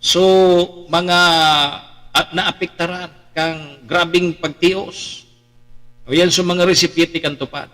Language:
Bikol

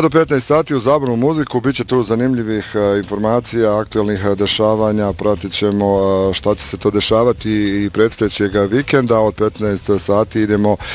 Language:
Bosnian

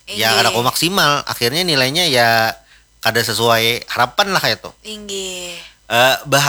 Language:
Banjar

